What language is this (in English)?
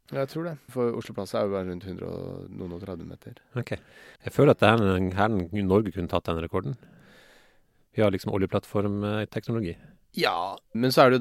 Norwegian